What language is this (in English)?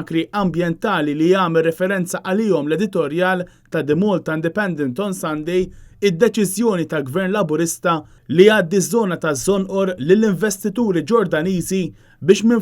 Maltese